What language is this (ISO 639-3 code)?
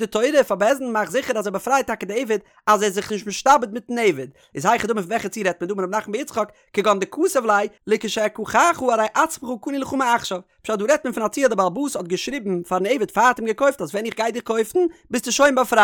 yid